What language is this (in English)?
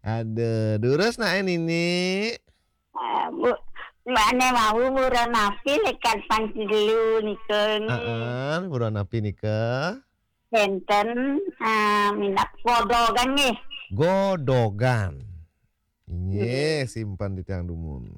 Balinese